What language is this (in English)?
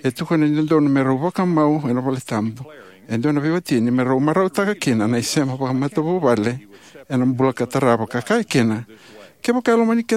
Fijian